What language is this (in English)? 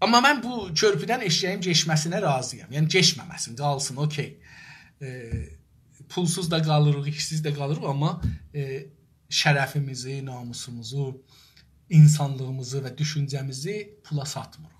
South Azerbaijani